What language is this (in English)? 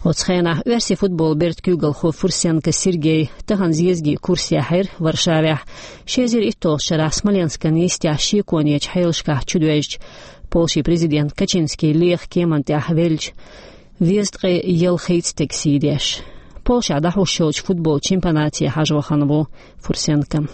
Chechen